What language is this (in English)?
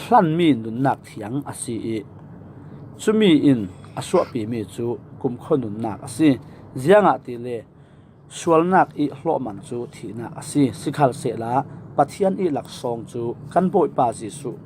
Falam Chin